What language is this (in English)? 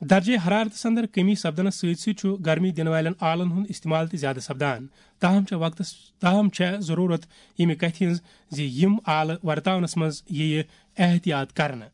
Kashmiri